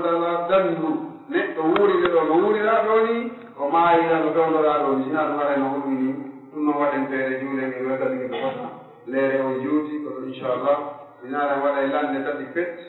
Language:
Pular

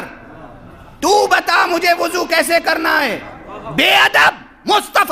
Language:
Urdu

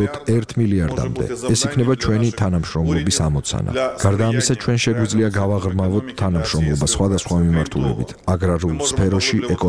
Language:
Georgian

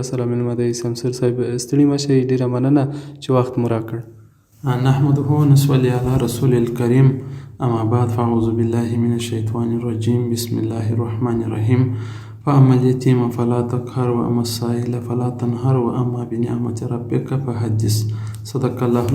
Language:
Pashto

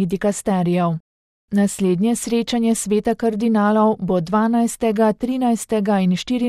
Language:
Slovenian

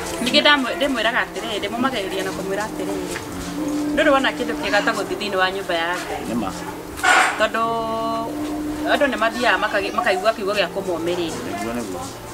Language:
Kikuyu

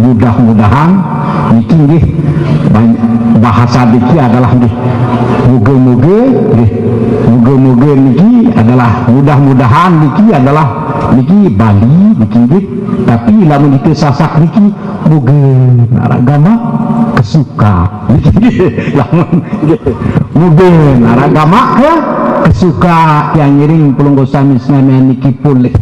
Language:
Sasak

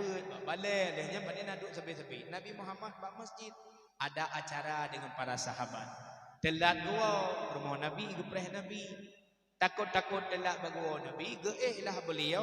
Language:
Achinese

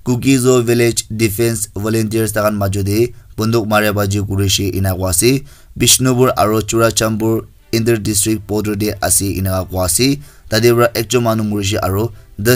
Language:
Naga Pidgin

